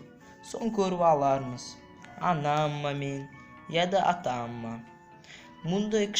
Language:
Nogai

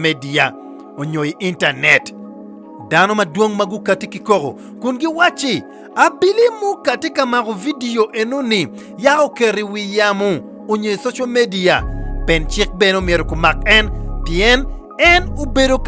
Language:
Acoli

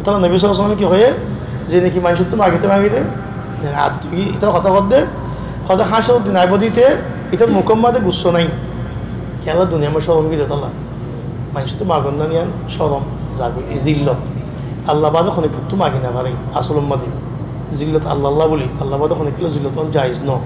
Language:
Rohingya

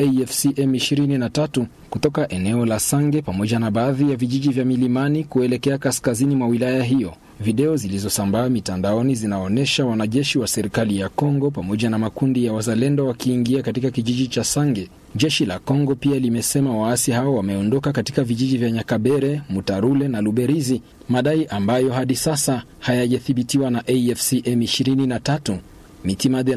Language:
Swahili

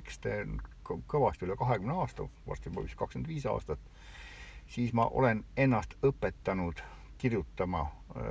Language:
Estonian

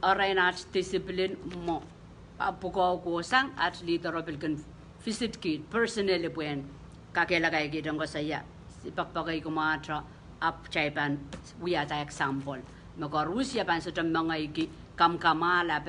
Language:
Pohnpeian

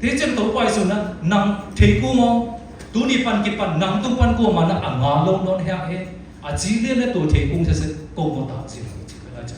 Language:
Siyin Chin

